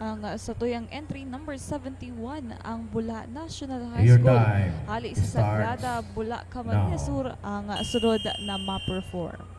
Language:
Bikol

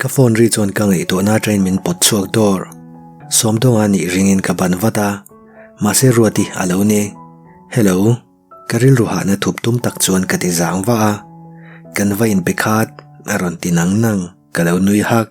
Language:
Mizo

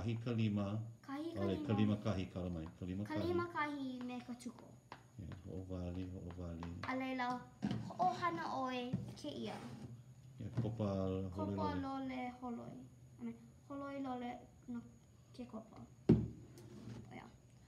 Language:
Hawaiian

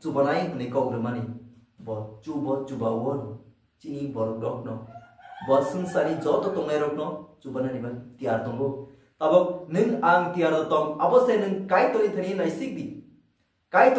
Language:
Kok Borok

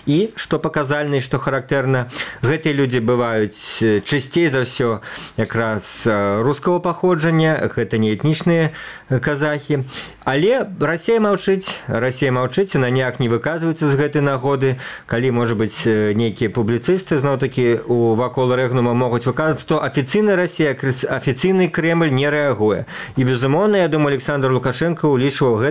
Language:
Belarusian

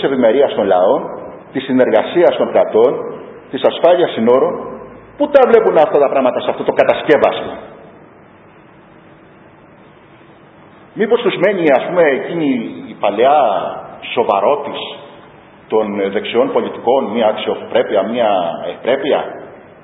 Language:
Greek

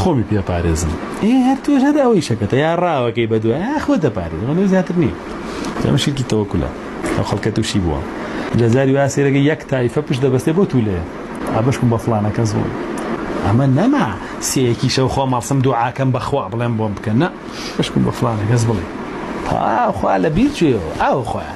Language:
Central Kurdish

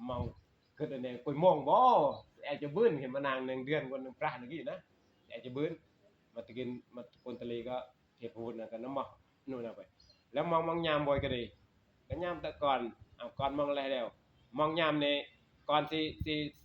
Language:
Northeastern Thai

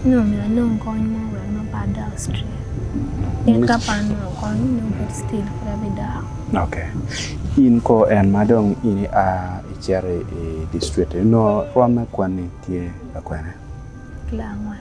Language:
Acoli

